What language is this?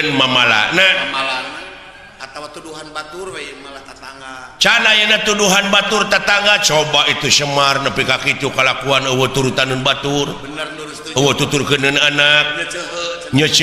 Sundanese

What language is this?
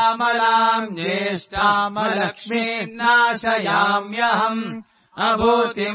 Sanskrit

